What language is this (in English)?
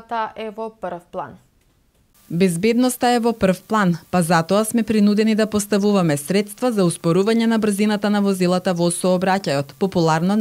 Macedonian